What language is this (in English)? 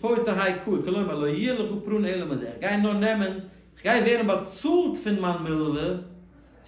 Yiddish